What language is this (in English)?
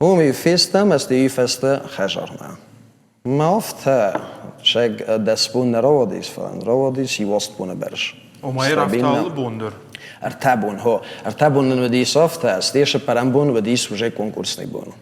Ossetic